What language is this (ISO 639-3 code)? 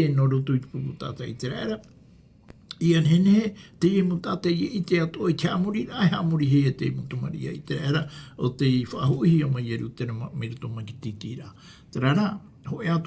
tah